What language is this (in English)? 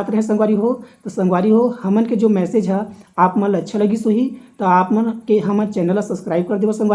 Chhattisgarhi